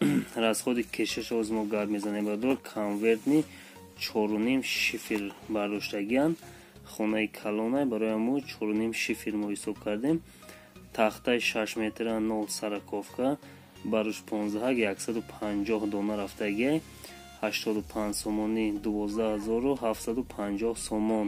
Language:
Tajik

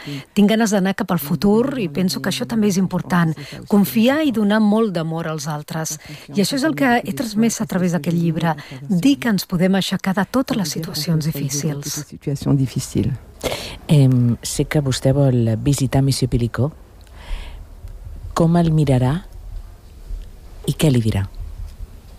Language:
Catalan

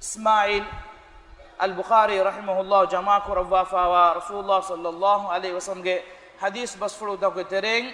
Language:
Divehi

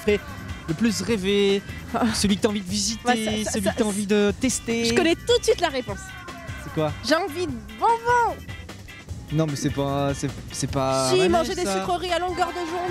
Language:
French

